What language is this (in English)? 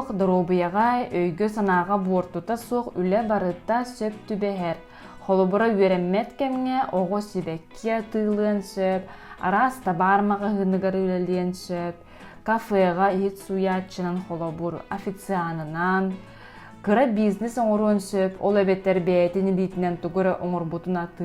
Yakut